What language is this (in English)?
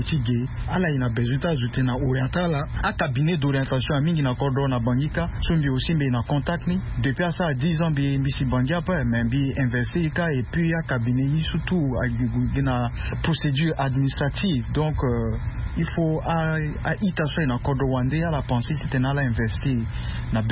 Sango